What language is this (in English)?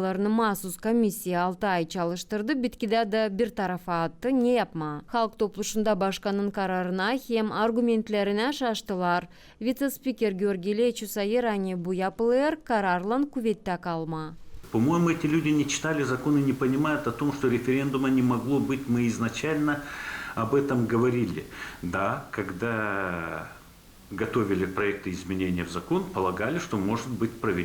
Gagauz